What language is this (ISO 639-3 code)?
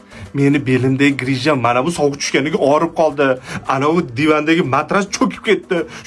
uzb